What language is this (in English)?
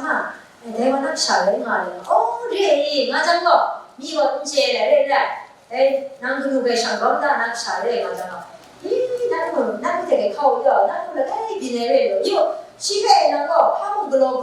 Kachin